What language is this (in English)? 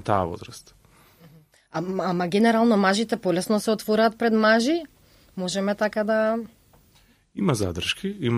Macedonian